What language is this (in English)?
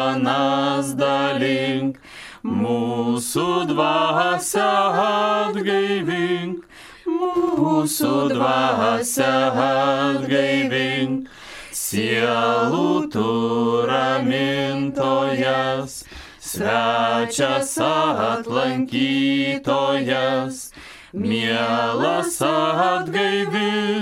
Lithuanian